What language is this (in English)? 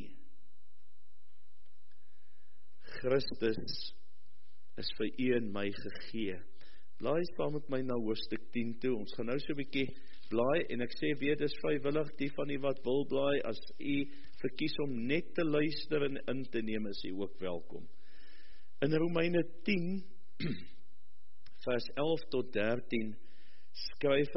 Afrikaans